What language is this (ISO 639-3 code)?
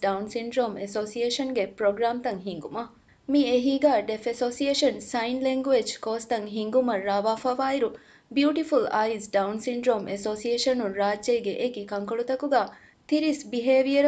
div